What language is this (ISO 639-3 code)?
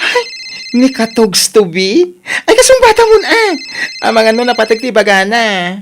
ilo